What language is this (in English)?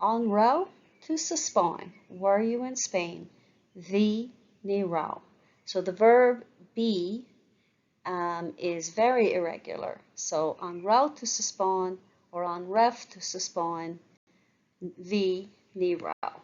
Irish